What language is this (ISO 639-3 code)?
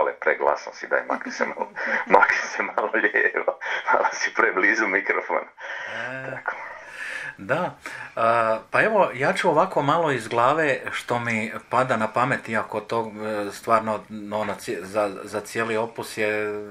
hrv